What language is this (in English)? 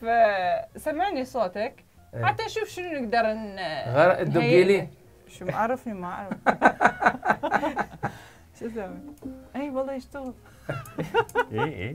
Mesopotamian Arabic